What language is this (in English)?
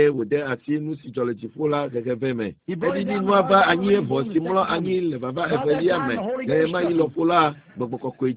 Ewe